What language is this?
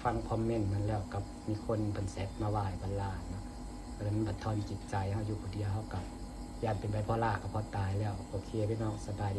Lao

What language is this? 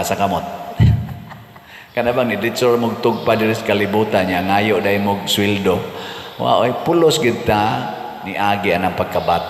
Cebuano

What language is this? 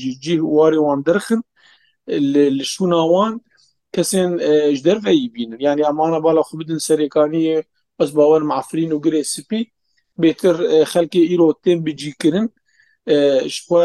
Kurdish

